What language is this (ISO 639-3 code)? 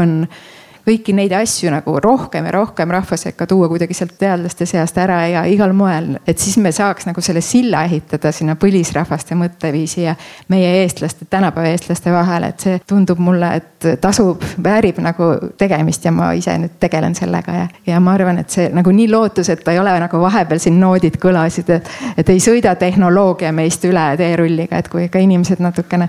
est